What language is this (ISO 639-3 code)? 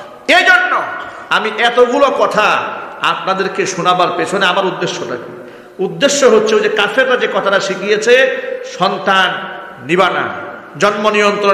ben